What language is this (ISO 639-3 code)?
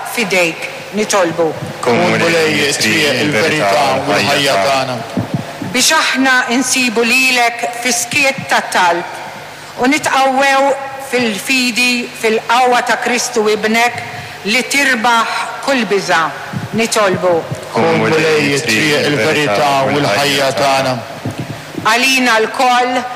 mlt